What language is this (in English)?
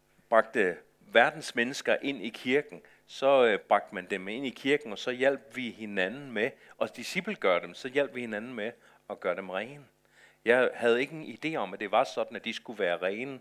Danish